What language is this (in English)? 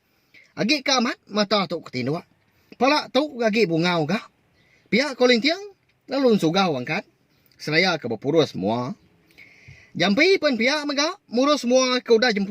Iban